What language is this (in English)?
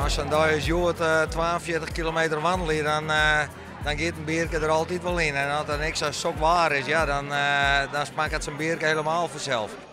Western Frisian